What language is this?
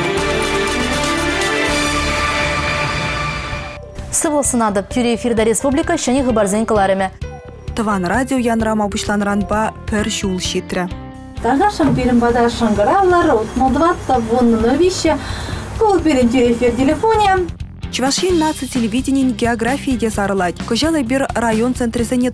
Chuvash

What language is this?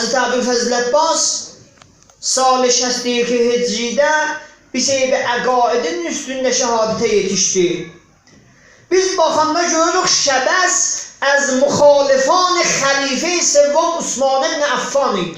South Azerbaijani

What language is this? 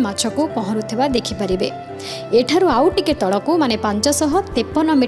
Odia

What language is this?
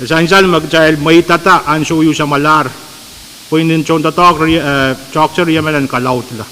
Pohnpeian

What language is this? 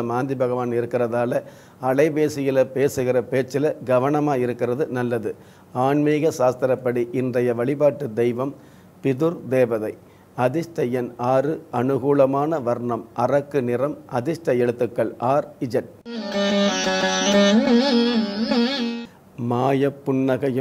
Tamil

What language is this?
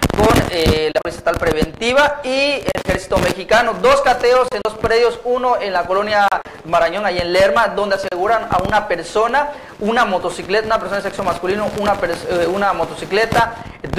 Spanish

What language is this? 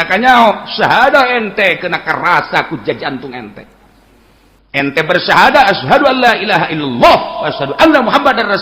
Sundanese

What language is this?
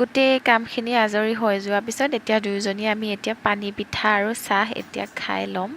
Assamese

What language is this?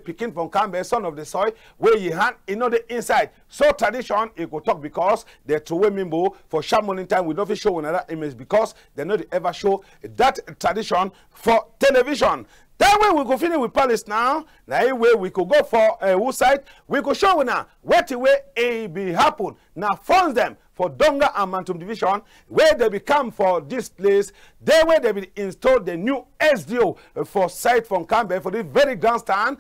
Cameroon Pidgin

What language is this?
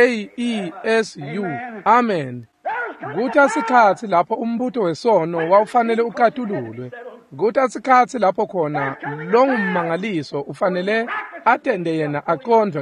Swati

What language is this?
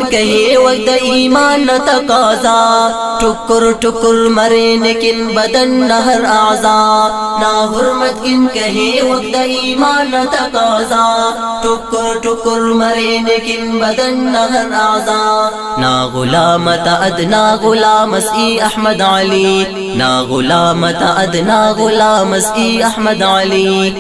Brahui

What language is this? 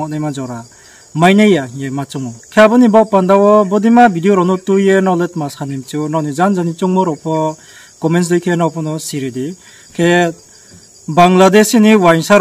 Riang (India)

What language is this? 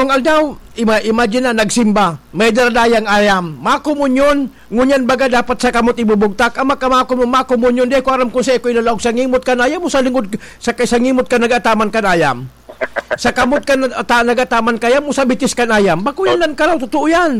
Bikol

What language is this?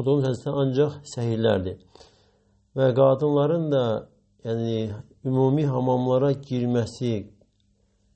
Azerbaijani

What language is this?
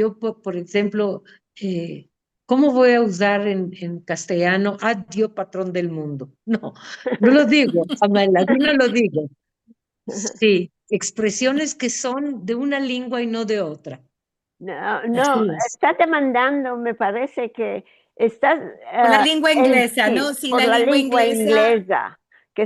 Ladino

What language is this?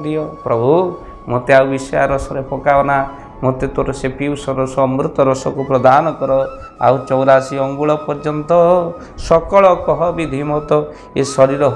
Odia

